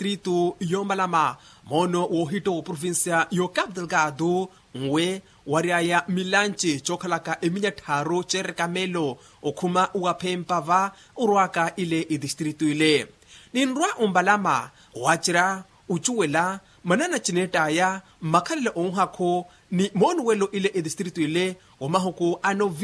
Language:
Makhuwa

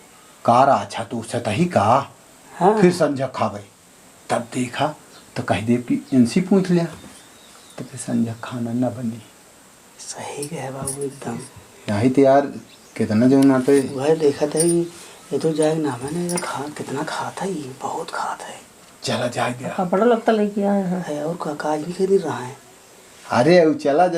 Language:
Awadhi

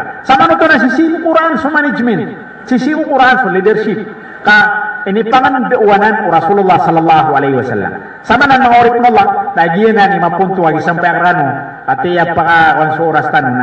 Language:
Maranao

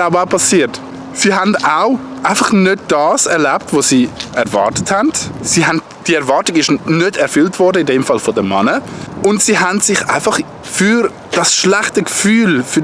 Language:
Swiss German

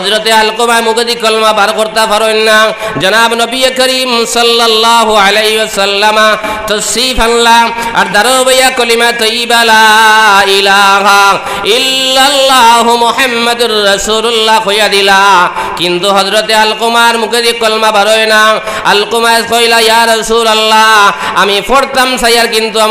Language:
Sylheti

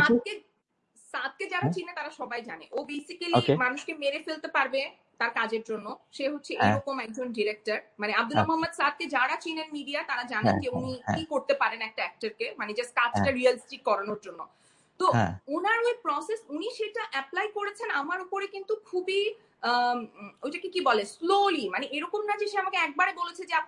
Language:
Bangla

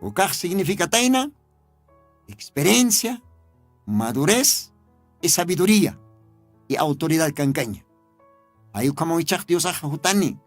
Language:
Aymara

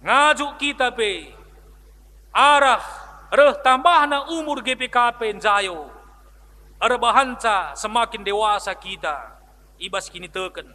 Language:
Batak Karo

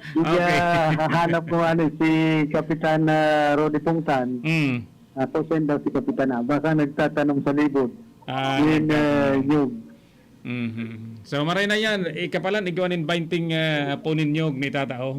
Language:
Bikol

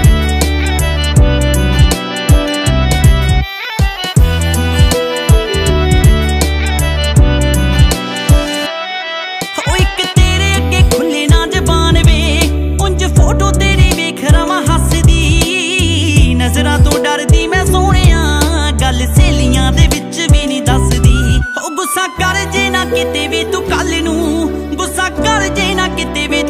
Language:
Punjabi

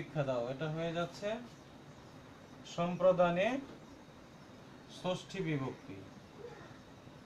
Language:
Bangla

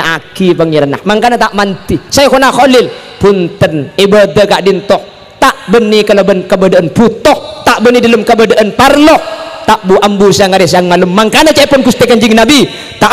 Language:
Madurese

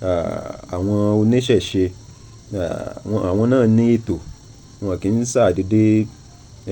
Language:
Yoruba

